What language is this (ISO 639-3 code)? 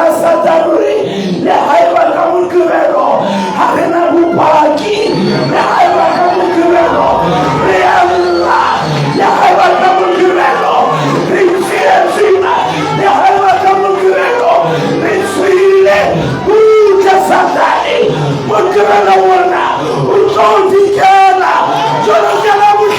sot